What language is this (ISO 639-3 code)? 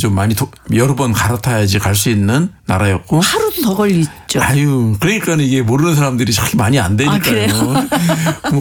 kor